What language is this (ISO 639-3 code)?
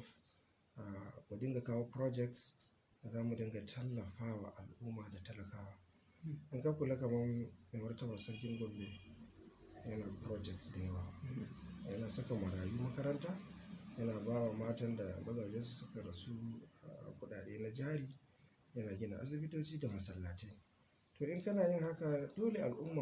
hau